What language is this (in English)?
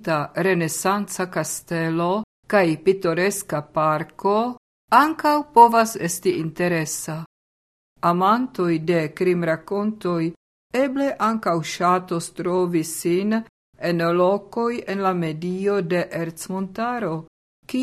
Esperanto